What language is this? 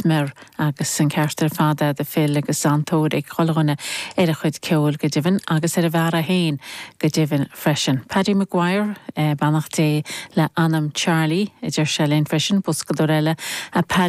Irish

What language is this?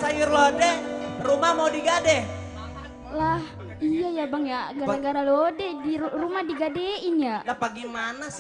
Betawi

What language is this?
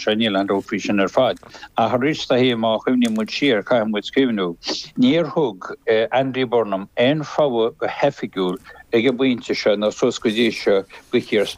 Irish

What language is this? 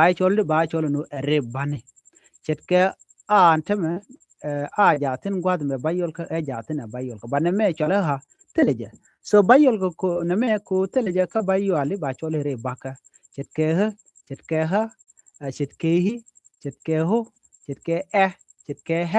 Nuer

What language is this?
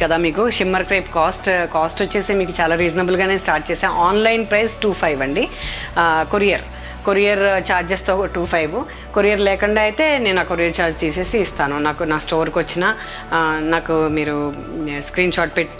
Telugu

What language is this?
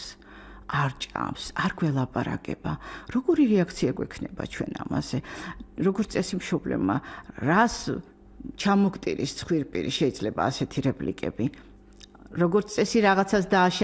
Georgian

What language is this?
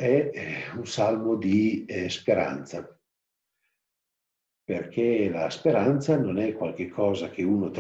Italian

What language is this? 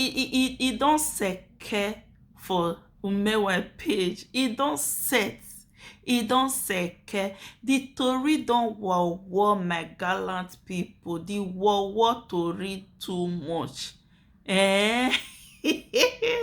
Nigerian Pidgin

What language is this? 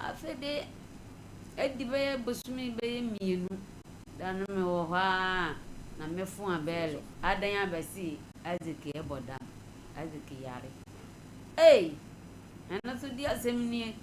Akan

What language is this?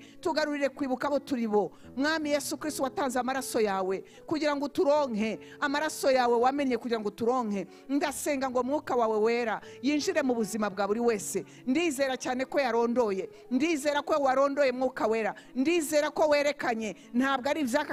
Kinyarwanda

